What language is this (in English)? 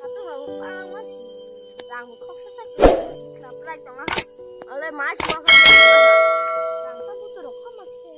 Kok Borok